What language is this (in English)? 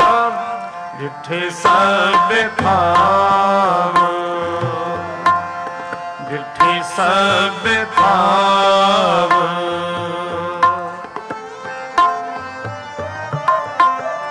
Punjabi